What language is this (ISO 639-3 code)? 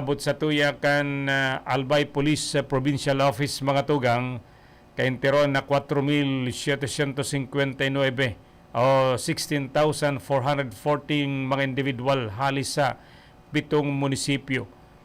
bik